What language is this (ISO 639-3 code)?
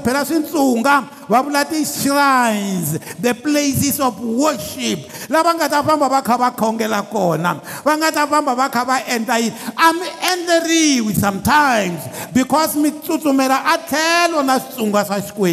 tso